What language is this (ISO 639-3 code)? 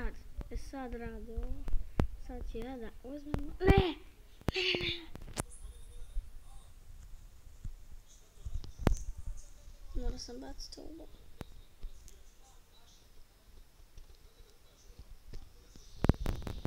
hrv